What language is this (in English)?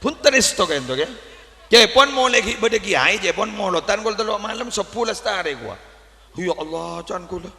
Madurese